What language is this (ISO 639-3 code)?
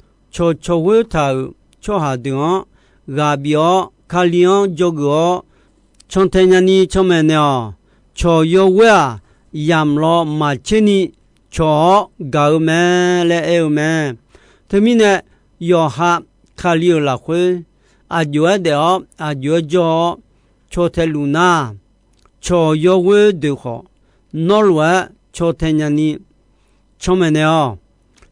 ahk